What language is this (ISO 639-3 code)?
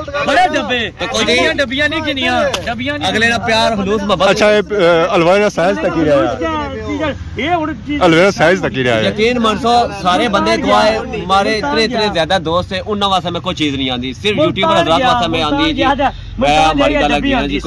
phr